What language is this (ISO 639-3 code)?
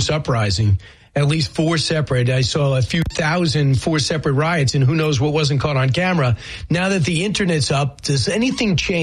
eng